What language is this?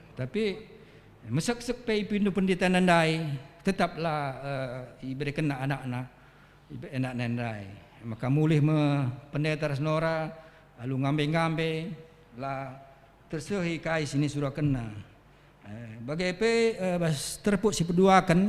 Batak Karo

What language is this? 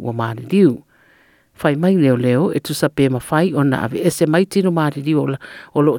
Samoan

